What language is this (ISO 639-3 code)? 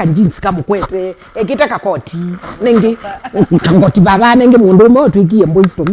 kam